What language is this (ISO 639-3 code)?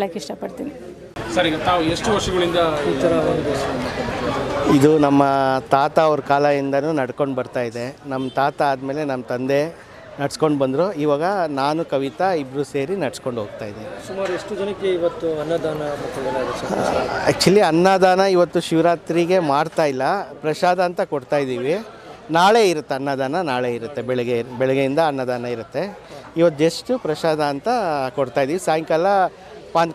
kan